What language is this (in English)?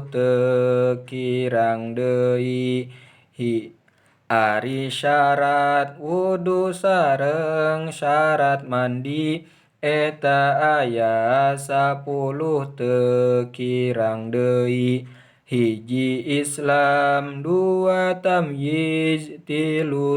Sundanese